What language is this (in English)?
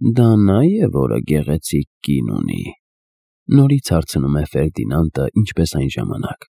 Armenian